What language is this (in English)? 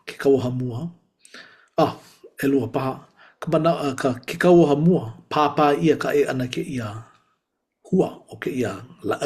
Hawaiian